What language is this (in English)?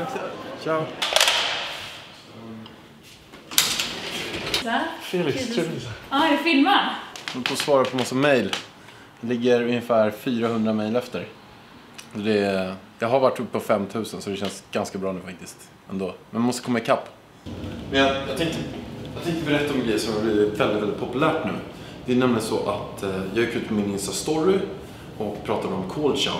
Swedish